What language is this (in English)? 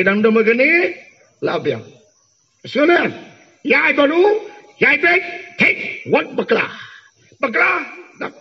Khasi